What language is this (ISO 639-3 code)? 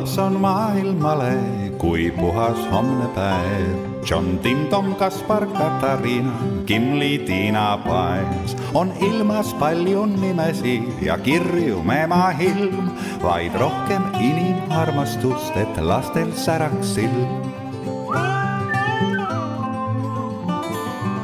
est